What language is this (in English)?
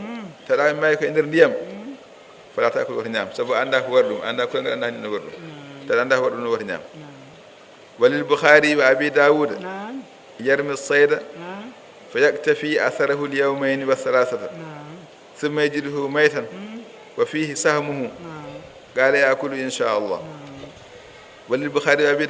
Fula